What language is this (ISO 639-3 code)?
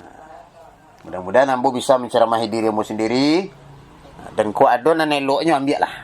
min